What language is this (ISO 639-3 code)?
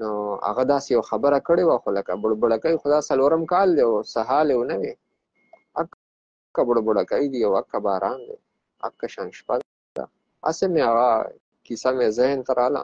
pus